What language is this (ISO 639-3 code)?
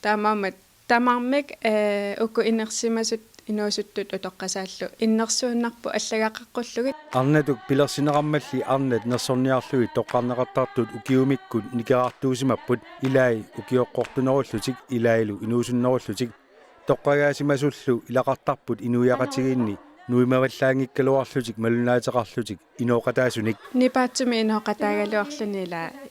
kal